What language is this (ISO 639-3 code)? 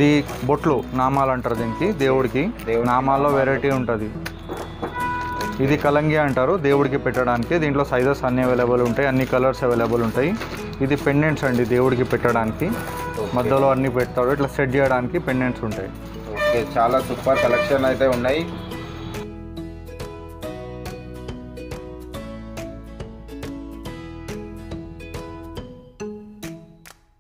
tel